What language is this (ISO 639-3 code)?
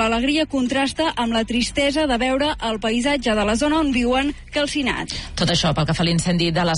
cat